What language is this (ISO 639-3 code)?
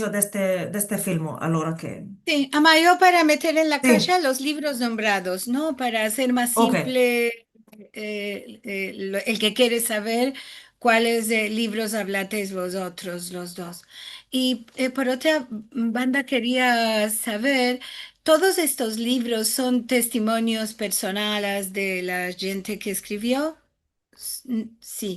lad